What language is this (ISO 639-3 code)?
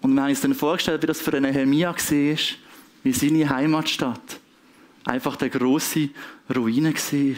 gsw